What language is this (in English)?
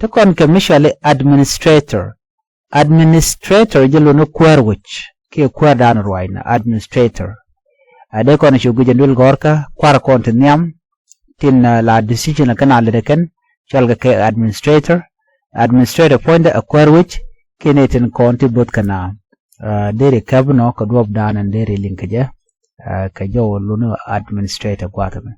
Nuer